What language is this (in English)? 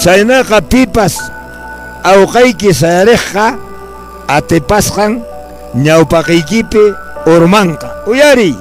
Quechua